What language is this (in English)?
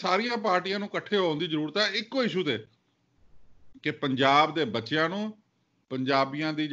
Punjabi